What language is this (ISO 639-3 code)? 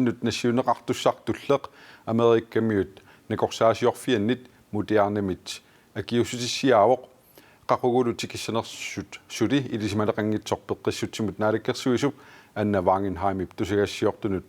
kal